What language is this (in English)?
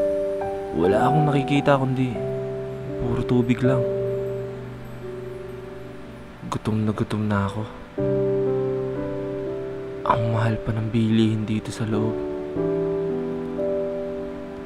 Filipino